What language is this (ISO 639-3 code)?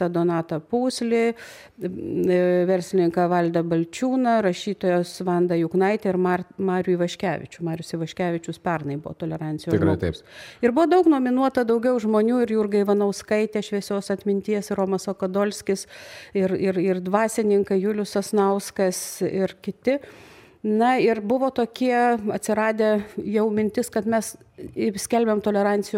lit